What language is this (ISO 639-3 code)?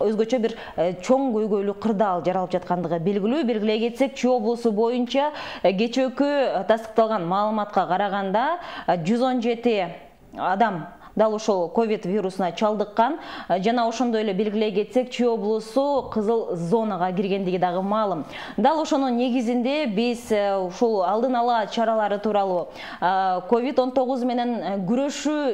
kir